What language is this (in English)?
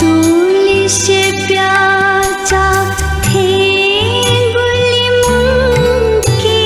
Newari